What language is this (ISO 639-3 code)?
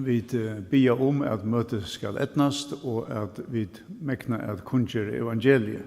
fao